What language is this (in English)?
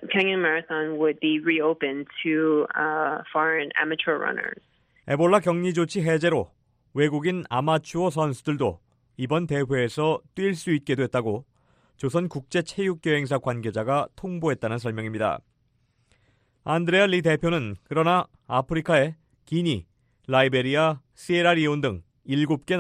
Korean